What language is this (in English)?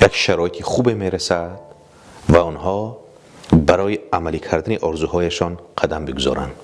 Tajik